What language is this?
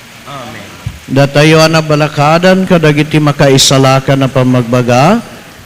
Iloko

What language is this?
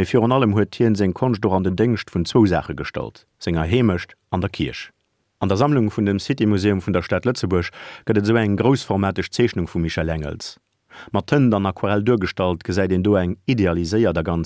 Luxembourgish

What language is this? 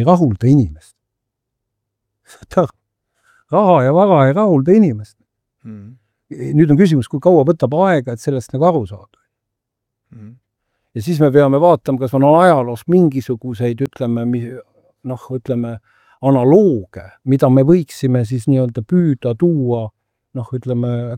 Estonian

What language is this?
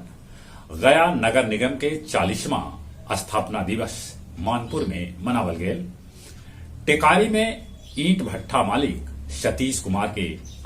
Magahi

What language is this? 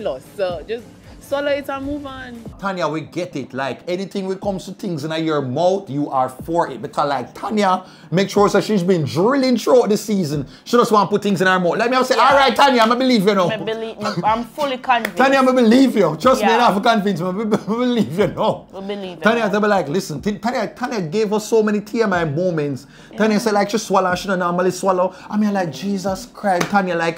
Jamaican Creole English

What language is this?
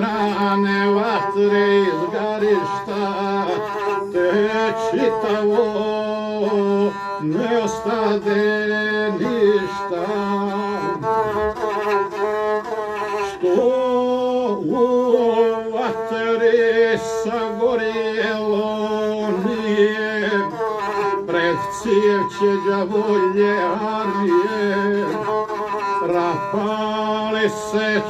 Serbian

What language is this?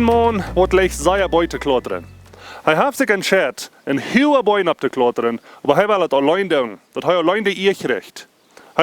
Plautdietsch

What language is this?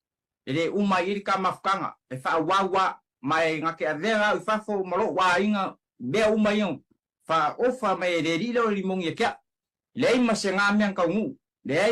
Samoan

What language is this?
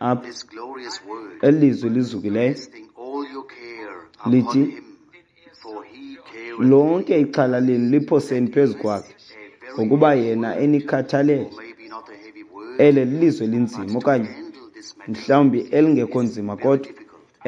Xhosa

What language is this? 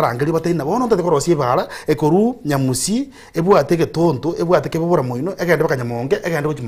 Gusii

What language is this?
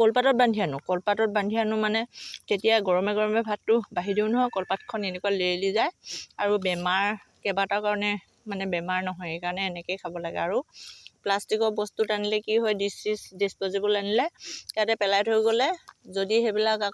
Assamese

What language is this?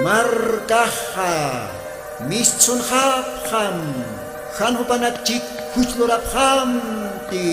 Aymara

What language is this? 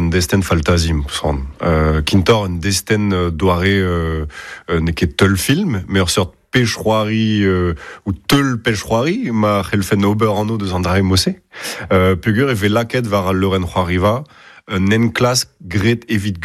Breton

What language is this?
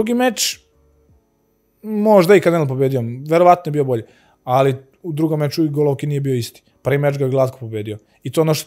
Serbian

